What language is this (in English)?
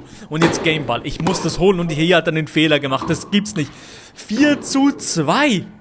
Swiss German